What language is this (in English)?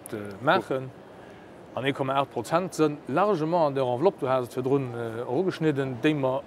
Luxembourgish